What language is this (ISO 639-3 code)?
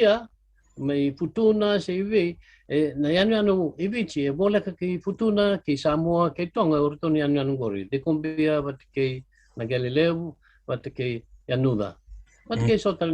fij